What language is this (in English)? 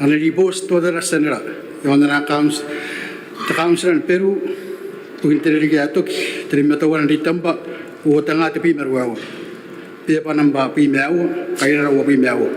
Gilbertese